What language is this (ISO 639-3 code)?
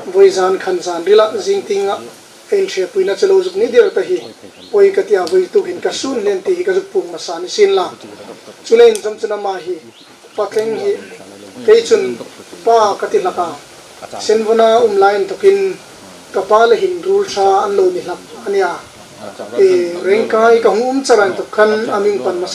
hmr